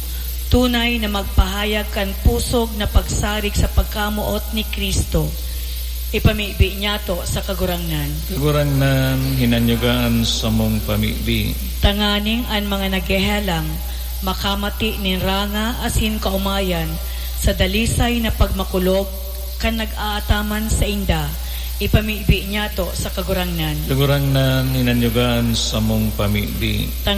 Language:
Bikol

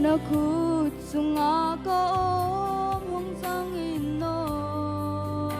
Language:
Tedim Chin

